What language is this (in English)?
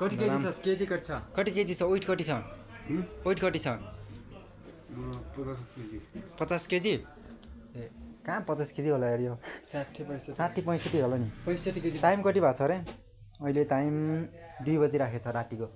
Nepali